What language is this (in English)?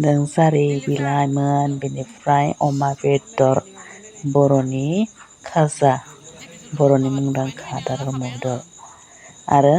Bodo